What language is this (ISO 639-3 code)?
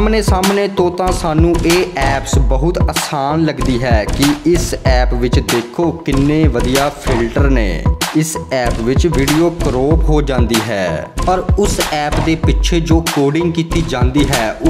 pan